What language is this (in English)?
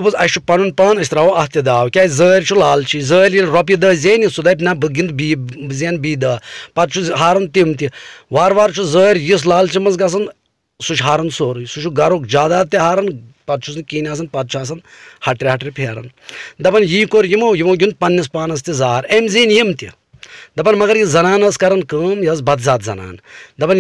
Kashmiri